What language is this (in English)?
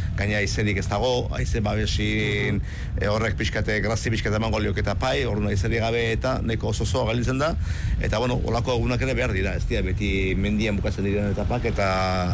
Basque